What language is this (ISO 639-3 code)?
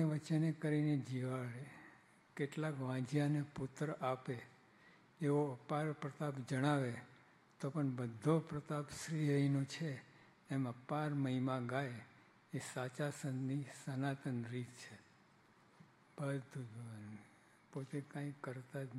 guj